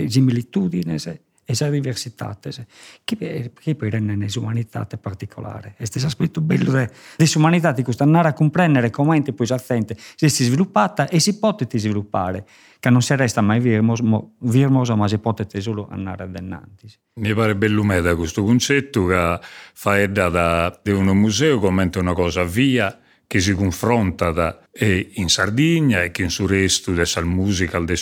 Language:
Sardinian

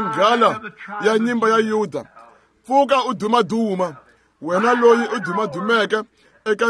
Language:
Tsonga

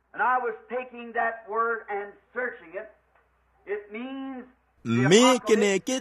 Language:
Tswana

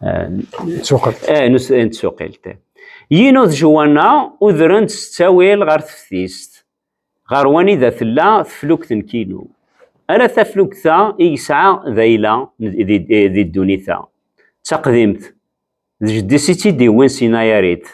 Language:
Kabyle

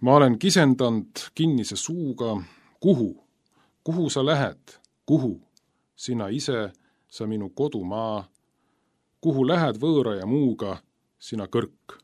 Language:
Estonian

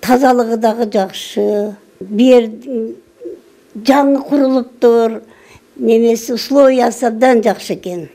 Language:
Kyrgyz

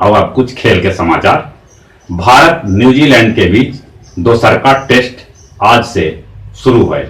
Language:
Magahi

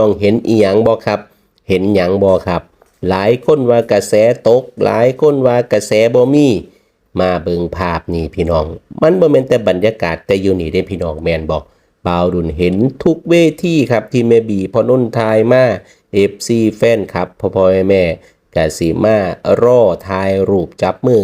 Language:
Northeastern Thai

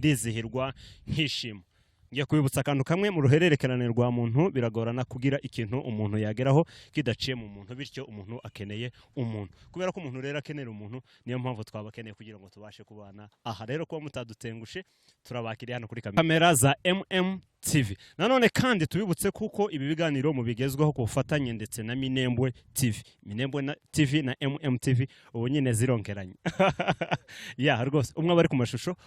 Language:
Kinyarwanda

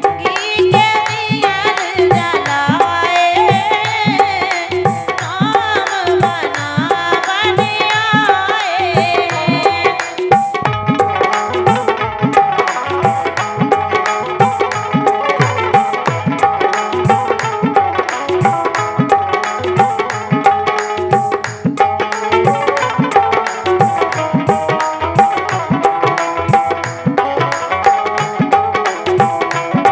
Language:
Bhojpuri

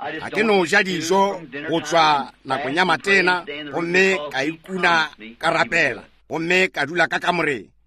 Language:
Northern Sotho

